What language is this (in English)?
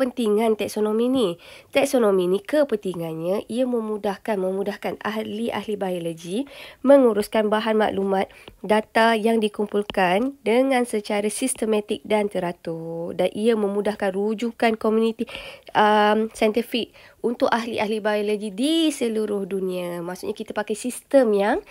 Malay